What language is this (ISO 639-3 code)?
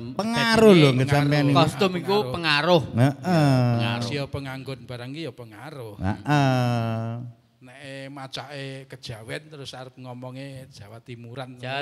jav